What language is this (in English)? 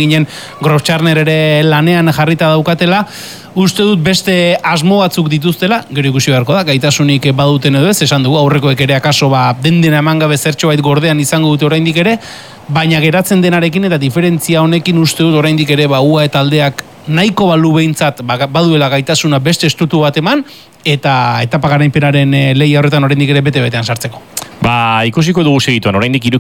Basque